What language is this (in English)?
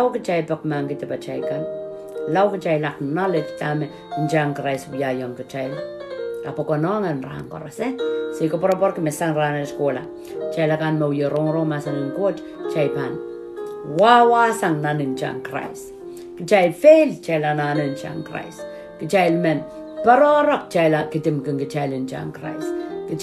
Pohnpeian